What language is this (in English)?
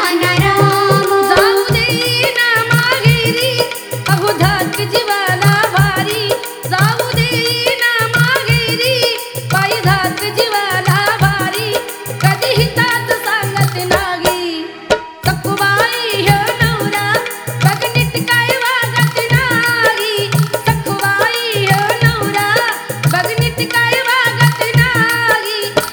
Marathi